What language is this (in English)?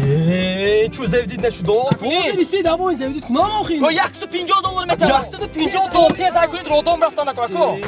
Tajik